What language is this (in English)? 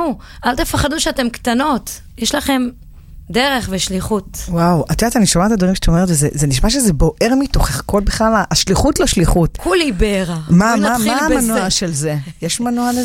Hebrew